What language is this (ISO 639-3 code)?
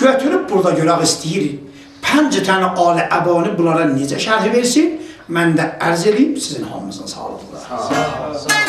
azb